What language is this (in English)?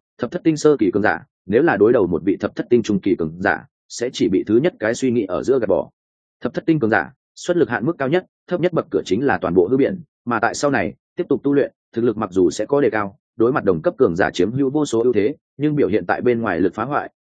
Vietnamese